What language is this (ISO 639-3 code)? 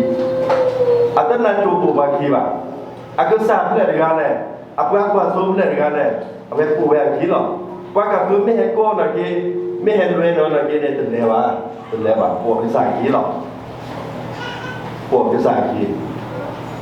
ksw